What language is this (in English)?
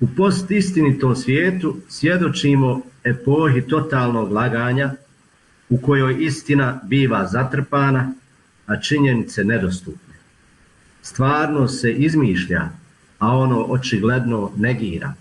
Bosnian